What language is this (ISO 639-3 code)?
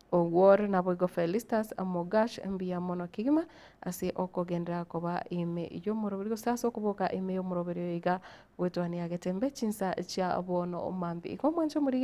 guz